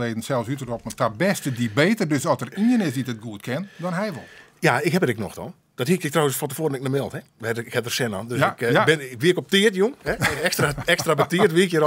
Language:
Western Frisian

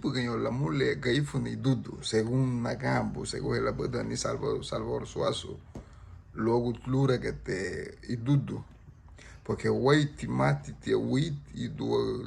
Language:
Garifuna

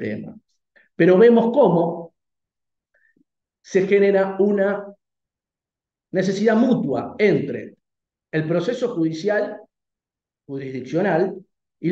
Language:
Spanish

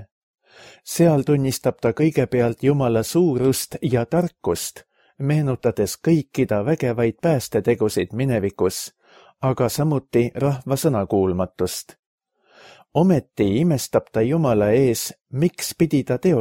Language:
Estonian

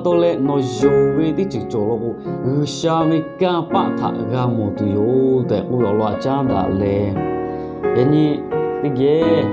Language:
Lahu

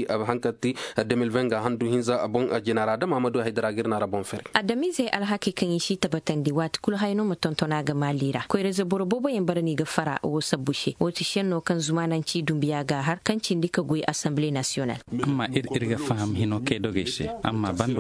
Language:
Zarma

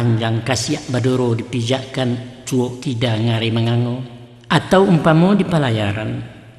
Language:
Minangkabau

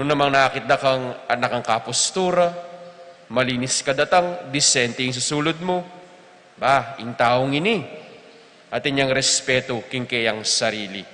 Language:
Pampanga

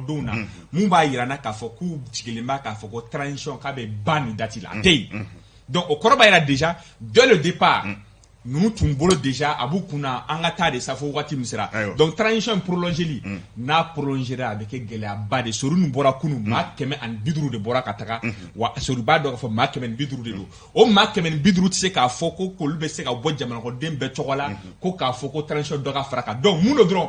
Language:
Bambara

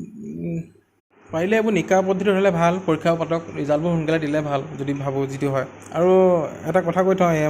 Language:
Assamese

